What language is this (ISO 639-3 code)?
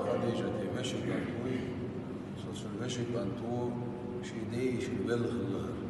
che